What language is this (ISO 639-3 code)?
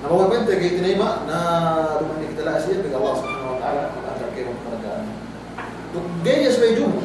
yka